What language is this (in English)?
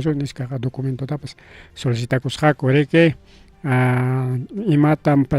Ayacucho Quechua